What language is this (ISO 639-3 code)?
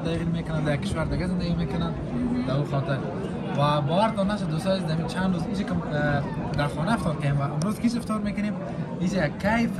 fas